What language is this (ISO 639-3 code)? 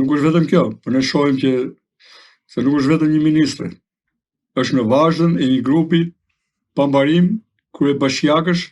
sqi